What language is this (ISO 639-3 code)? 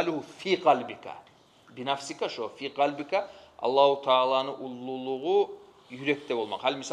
kum